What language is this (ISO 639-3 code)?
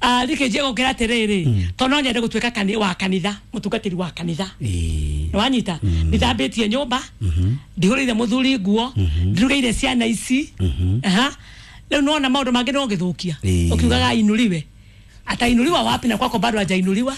kik